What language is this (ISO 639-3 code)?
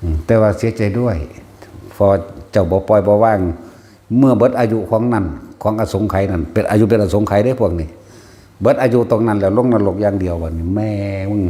tts